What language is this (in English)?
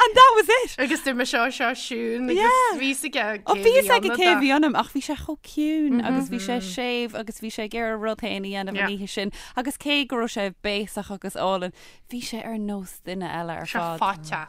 Irish